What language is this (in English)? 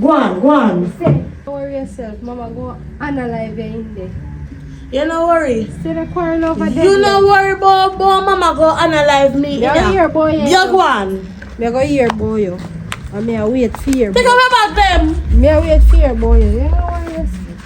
Jamaican Creole English